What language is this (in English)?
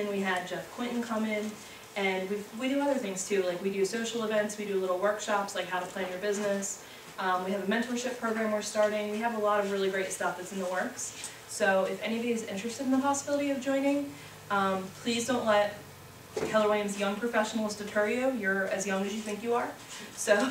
English